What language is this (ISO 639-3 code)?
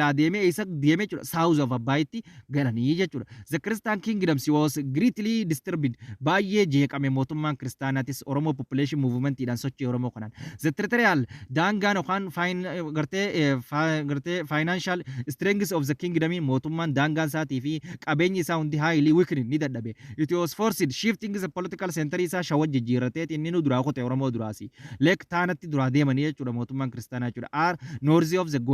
orm